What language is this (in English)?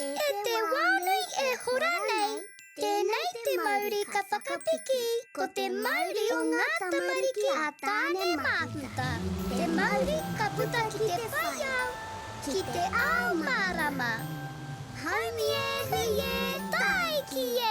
Māori